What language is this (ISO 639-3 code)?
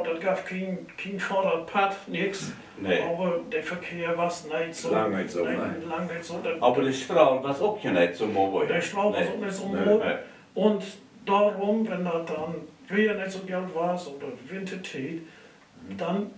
nds